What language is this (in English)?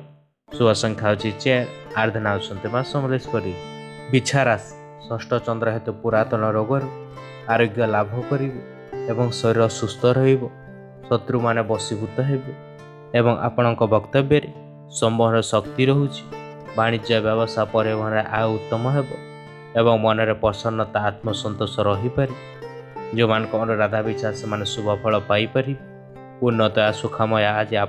Odia